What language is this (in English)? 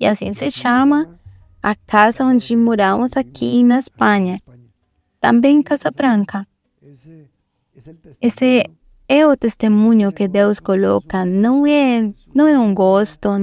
Portuguese